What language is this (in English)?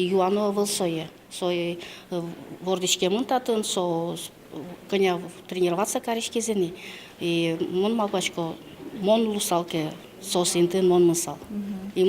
Udmurt